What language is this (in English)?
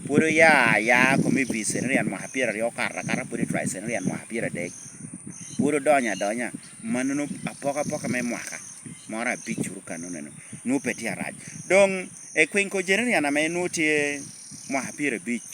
Lango (Uganda)